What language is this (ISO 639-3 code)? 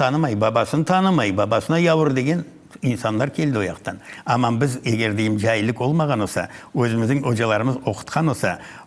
crh